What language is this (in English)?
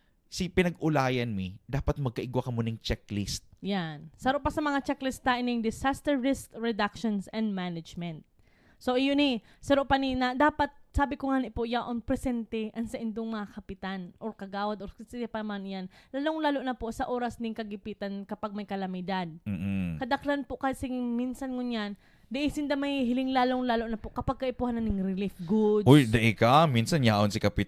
Bikol